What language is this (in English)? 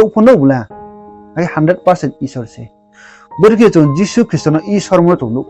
Riang (India)